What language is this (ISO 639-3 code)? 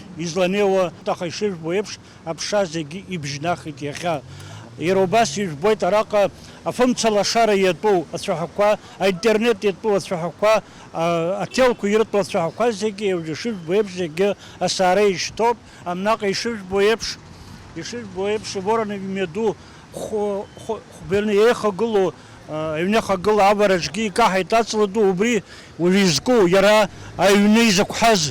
abk